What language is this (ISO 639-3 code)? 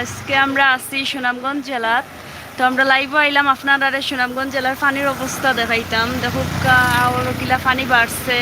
syl